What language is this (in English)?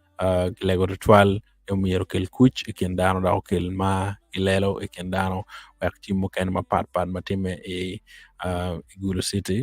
Acoli